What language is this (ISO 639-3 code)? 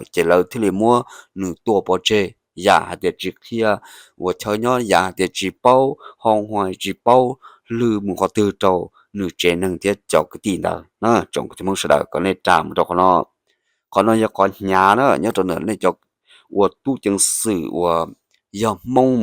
hmn